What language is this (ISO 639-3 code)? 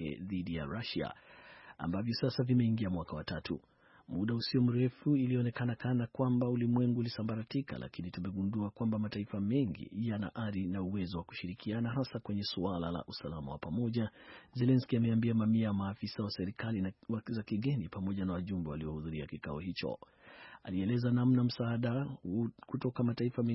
swa